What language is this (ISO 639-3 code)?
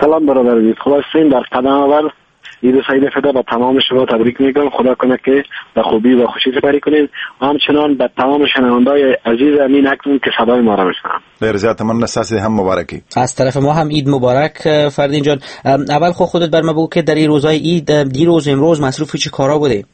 fas